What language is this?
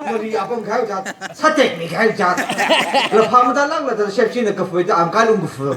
Tangkhul Naga (India)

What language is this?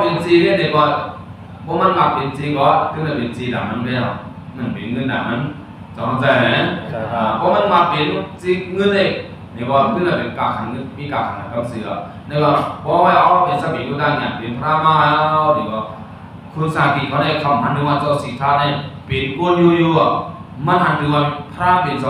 Shan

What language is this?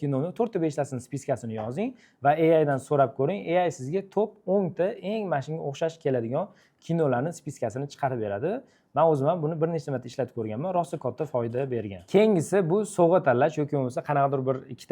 Uzbek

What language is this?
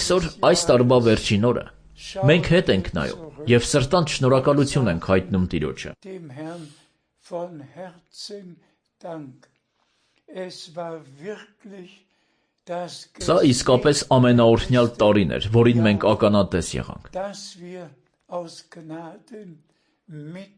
Armenian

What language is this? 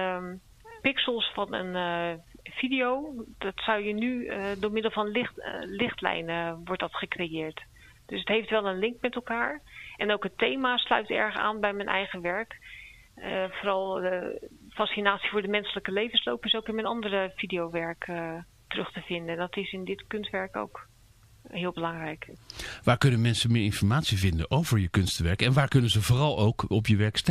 Dutch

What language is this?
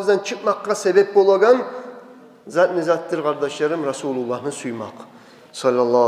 Kumyk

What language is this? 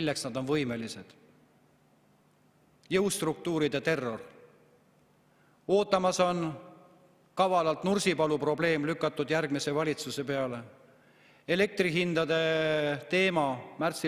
Estonian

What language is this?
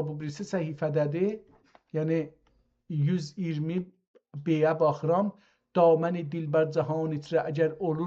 South Azerbaijani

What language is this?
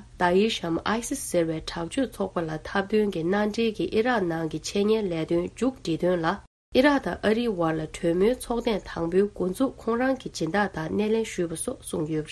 Tibetan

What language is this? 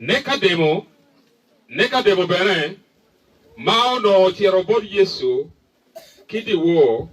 Acoli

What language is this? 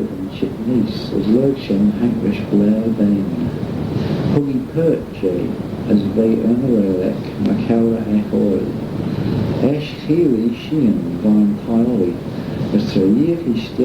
Manx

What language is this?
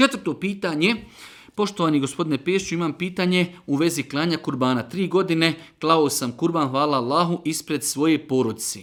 Bosnian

